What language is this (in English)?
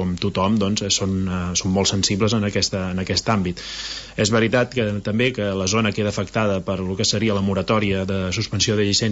Catalan